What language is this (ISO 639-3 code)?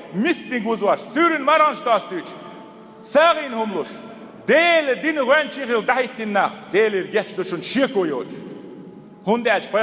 che